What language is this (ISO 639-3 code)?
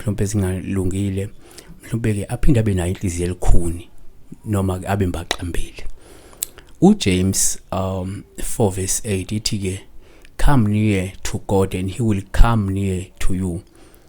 zul